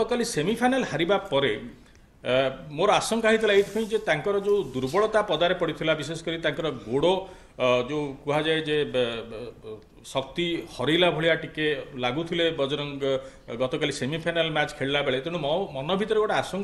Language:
Odia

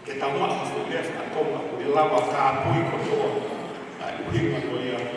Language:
Tongan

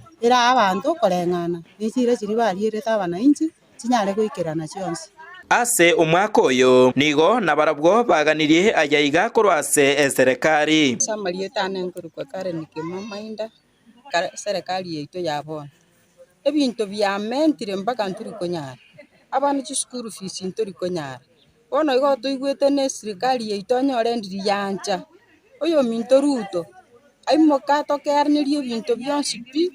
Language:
Gusii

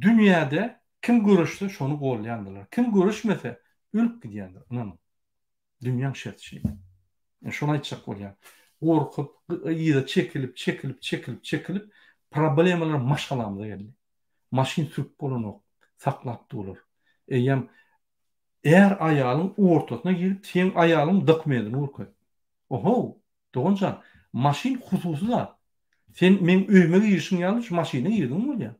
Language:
Turkmen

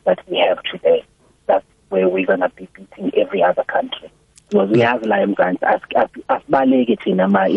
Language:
South Ndebele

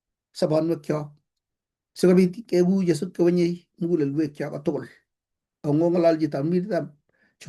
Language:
Kalenjin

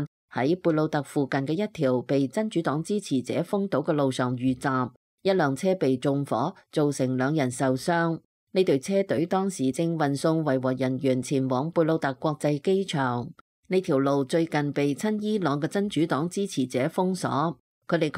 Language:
Cantonese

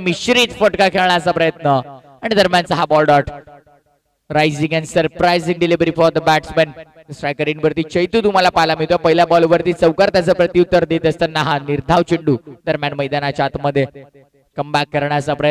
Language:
Marathi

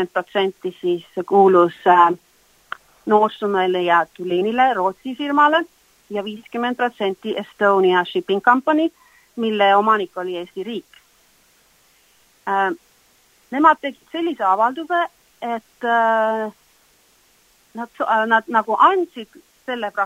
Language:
Estonian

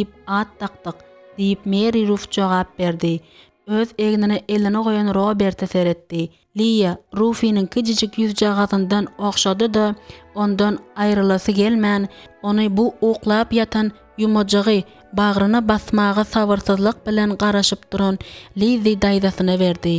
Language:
Turkmen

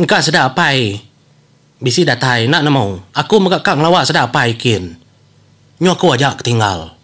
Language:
Iban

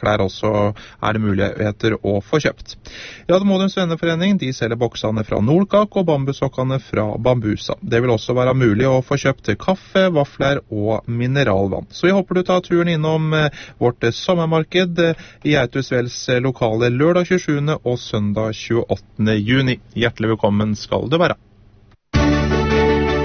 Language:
Norwegian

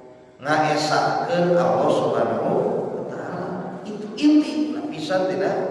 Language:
Sundanese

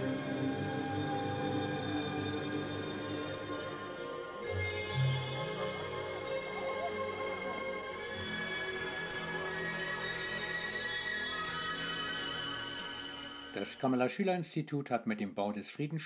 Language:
German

